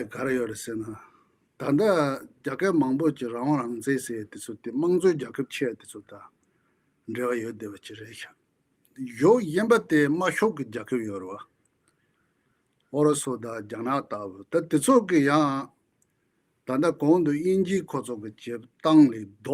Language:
Tibetan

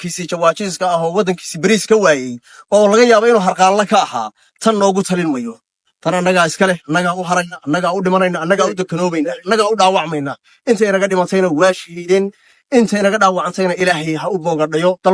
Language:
Somali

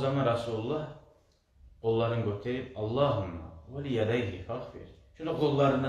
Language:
Kumyk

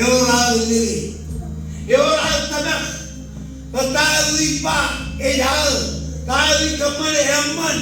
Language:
Marshallese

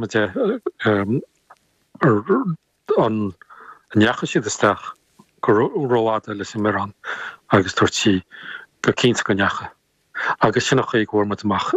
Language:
Irish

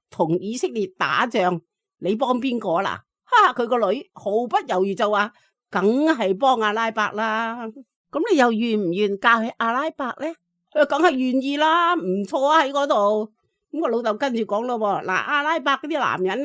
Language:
Cantonese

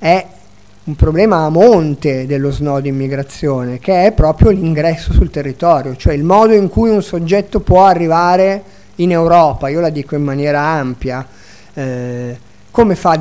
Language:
Italian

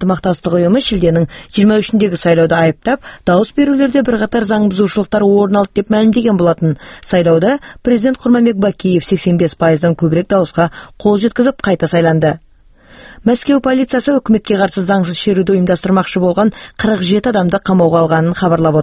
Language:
Kyrgyz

